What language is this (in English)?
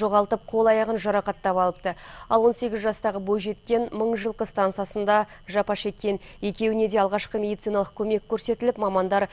Kazakh